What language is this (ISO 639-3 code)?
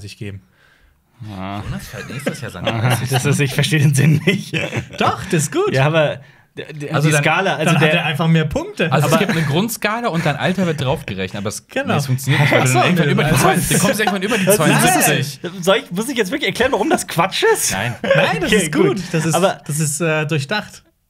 deu